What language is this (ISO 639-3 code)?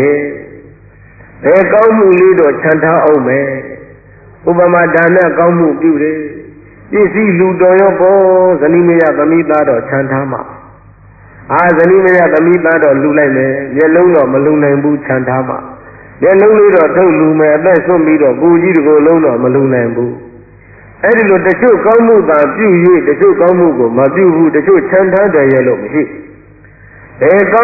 mya